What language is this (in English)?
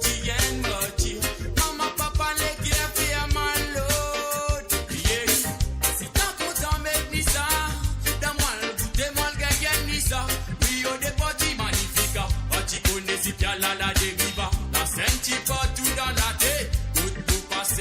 Morisyen